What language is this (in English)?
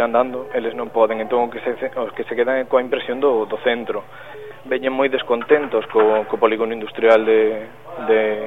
Galician